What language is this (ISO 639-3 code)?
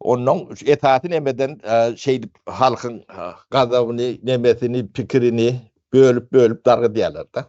tuk